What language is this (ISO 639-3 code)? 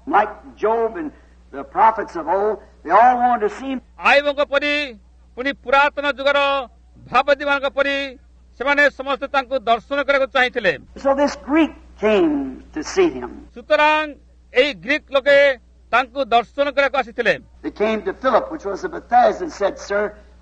ori